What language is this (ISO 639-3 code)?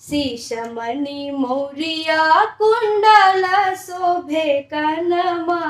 mai